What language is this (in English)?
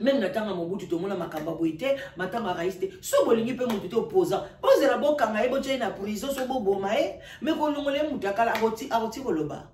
Lingala